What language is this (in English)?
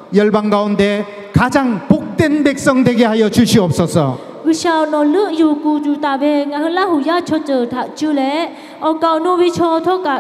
Lahu